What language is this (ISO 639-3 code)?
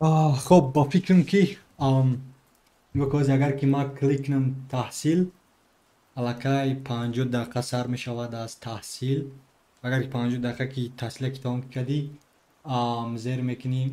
tgk